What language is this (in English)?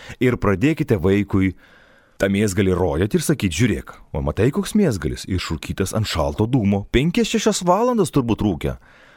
Lithuanian